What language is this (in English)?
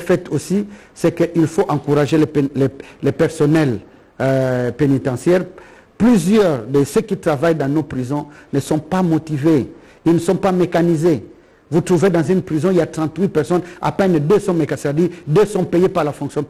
French